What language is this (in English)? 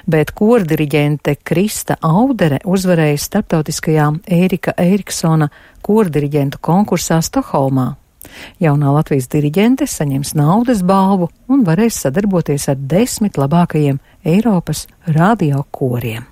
Latvian